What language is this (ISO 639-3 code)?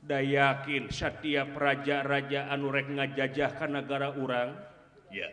sun